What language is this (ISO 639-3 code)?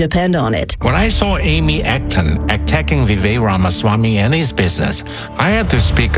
eng